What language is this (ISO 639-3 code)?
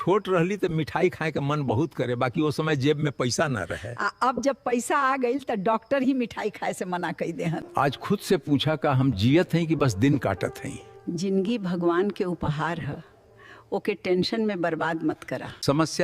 bho